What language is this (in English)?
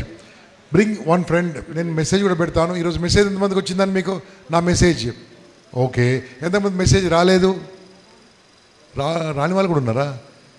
Telugu